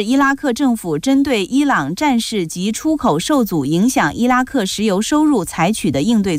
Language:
Chinese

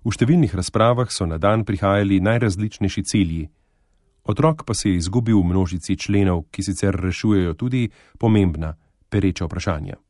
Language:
Slovenian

